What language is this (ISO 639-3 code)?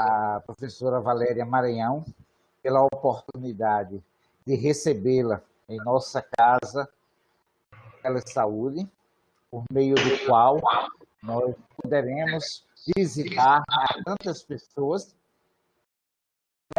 por